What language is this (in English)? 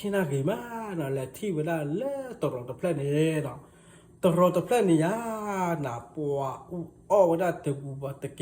S'gaw Karen